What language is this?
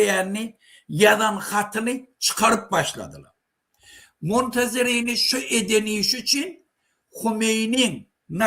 Turkmen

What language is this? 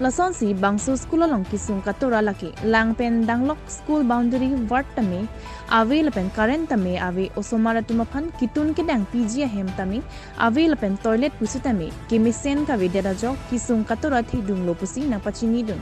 Karbi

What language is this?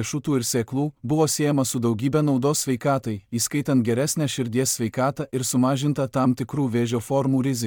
Lithuanian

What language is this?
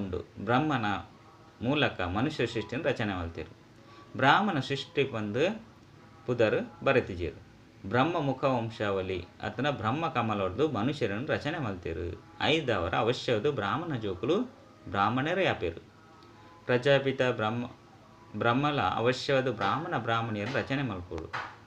Tulu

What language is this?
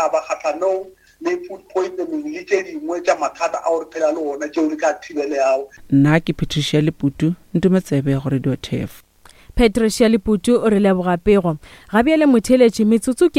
Northern Sotho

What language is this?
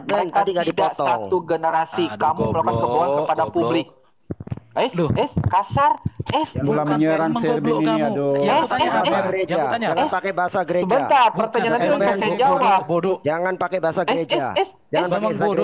Indonesian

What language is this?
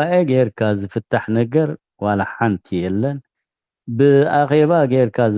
Tigrinya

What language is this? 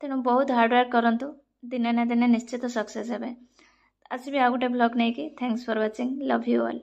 Odia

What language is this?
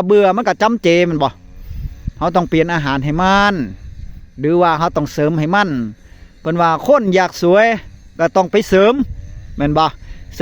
Northeastern Thai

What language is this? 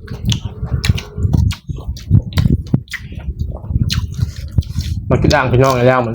Lao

